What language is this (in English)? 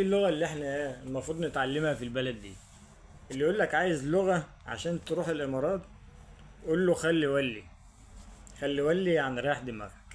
Egyptian Arabic